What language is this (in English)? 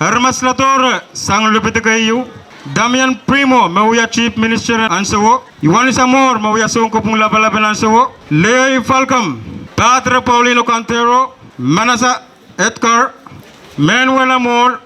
Pohnpeian